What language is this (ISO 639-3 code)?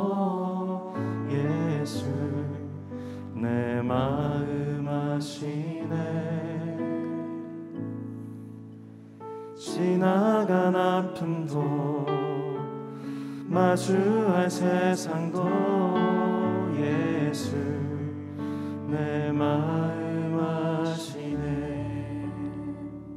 kor